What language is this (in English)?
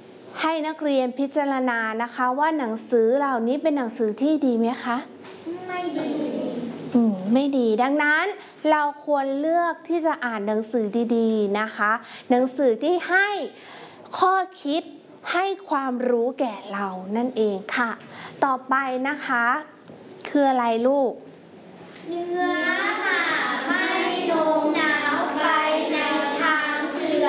Thai